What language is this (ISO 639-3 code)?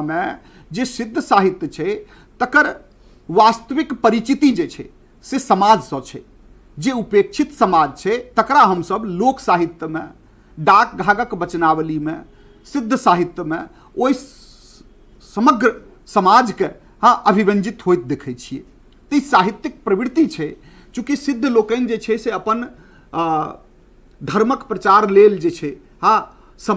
mai